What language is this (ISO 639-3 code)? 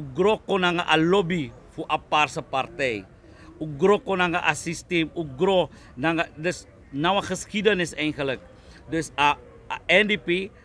srn